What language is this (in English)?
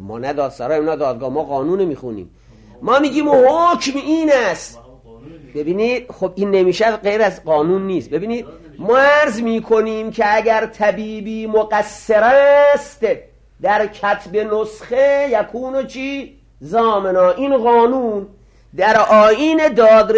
Persian